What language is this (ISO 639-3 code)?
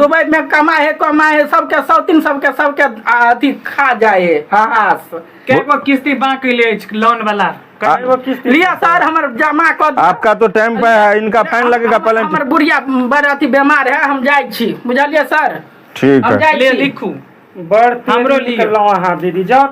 mai